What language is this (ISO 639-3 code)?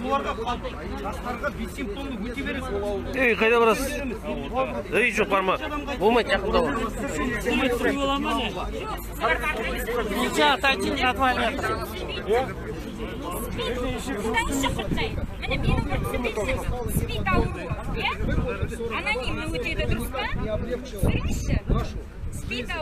kaz